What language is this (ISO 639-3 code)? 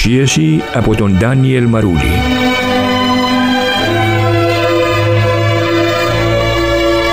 ell